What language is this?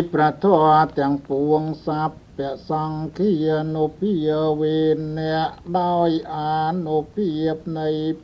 Khmer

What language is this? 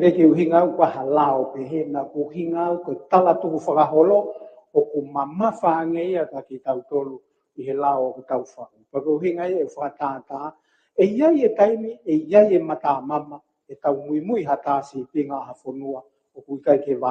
Tongan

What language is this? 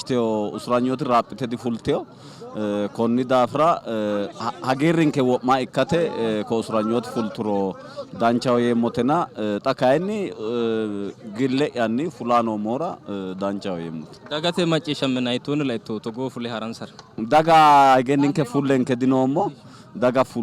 Sidamo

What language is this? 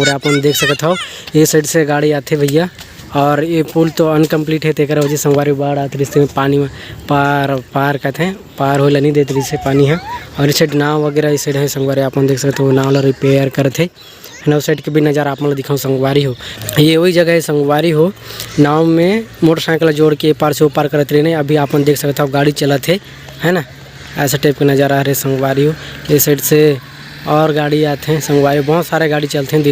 Chhattisgarhi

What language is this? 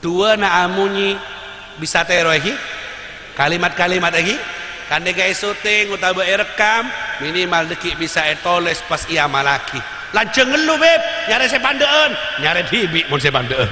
Madurese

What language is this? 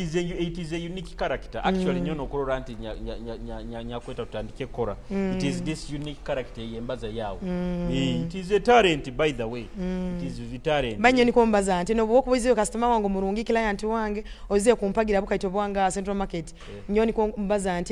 Nyoro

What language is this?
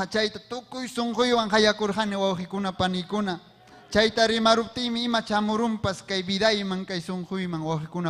Ayacucho Quechua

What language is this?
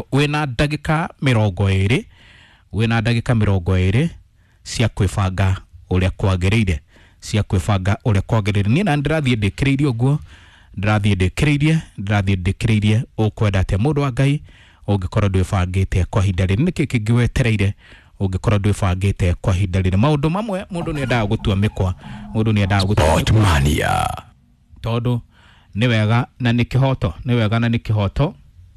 Kikuyu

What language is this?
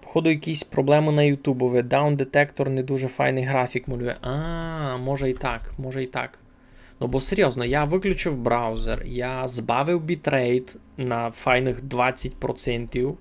Rusyn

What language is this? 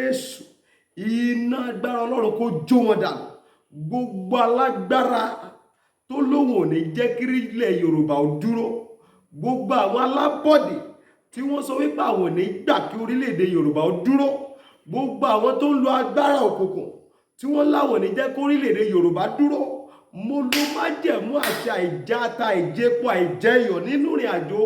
Yoruba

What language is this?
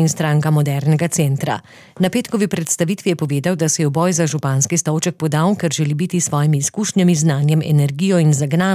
Slovenian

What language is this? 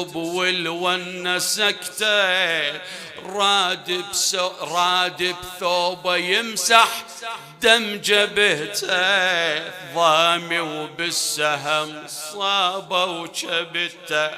Mesopotamian Arabic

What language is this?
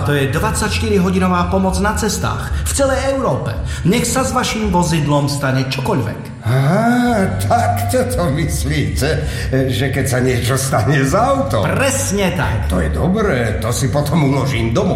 Slovak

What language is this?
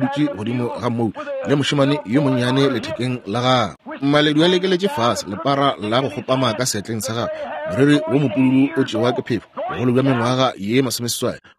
Northern Sotho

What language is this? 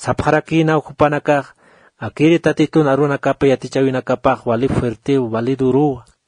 Aymara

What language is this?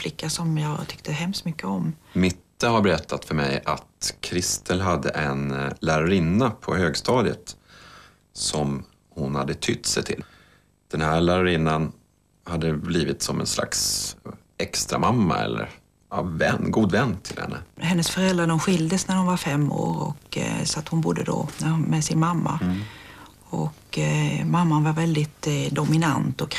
Swedish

